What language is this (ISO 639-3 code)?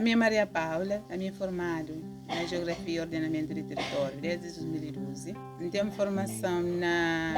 kea